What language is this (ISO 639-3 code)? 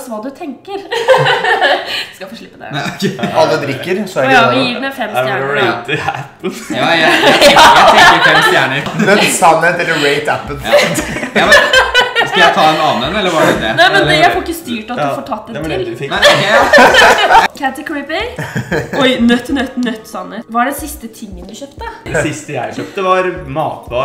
nor